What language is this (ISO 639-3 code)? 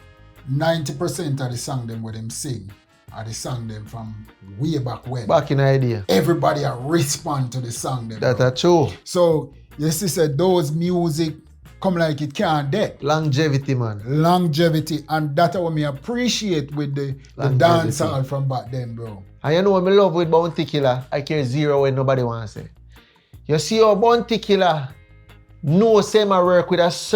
jam